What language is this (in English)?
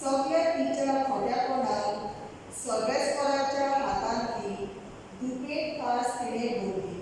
Konkani